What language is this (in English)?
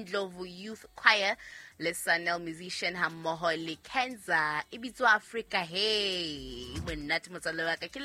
Southern Sotho